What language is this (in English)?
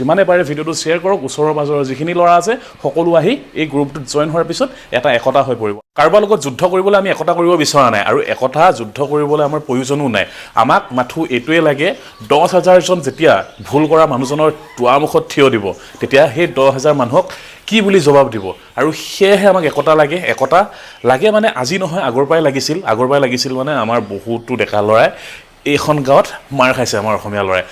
Assamese